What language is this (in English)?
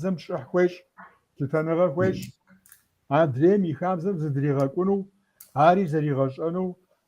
Kabardian